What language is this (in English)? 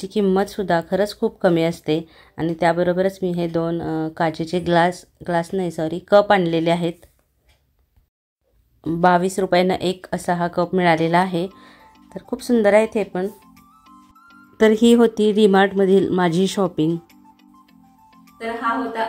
Marathi